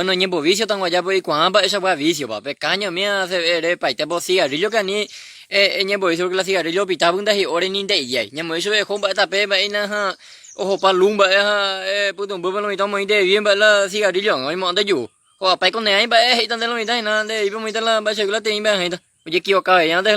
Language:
Guarani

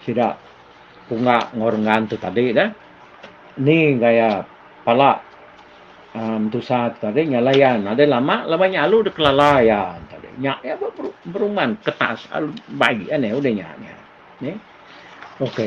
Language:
Iban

